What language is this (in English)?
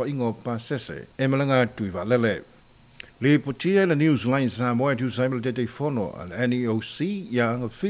Samoan